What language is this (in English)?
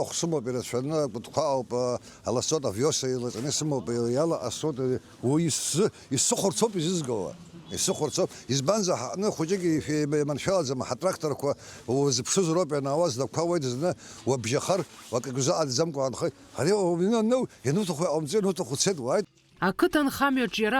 Abkhazian